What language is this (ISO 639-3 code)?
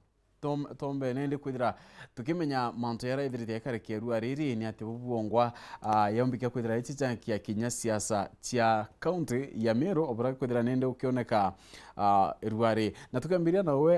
mer